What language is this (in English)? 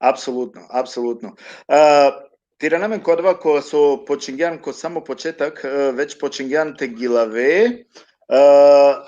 Balkan Romani